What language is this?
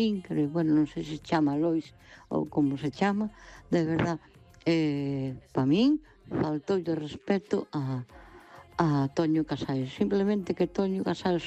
Galician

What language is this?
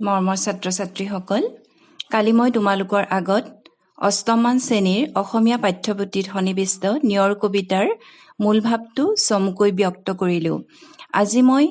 Assamese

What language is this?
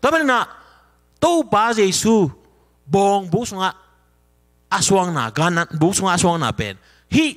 Tedim Chin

